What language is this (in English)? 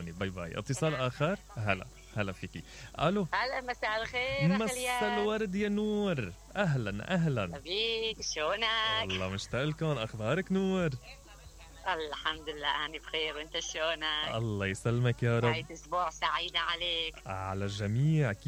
Mesopotamian Arabic